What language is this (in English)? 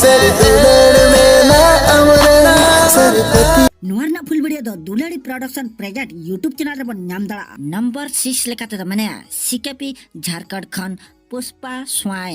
Santali